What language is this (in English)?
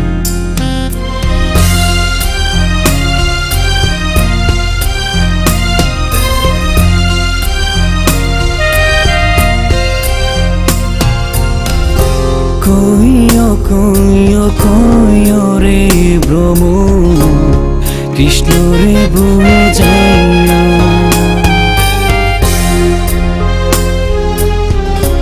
Bangla